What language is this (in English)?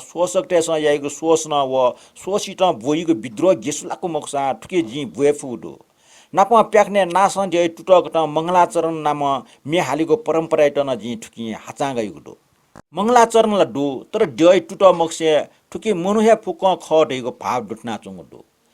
Newari